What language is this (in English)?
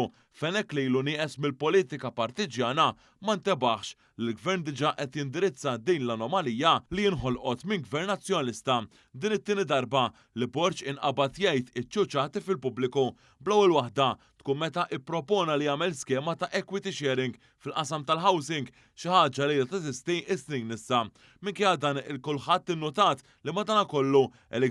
Maltese